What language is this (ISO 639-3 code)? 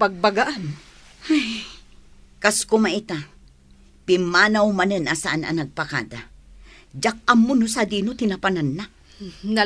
ilo